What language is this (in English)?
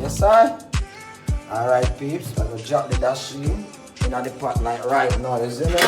Jamaican Creole English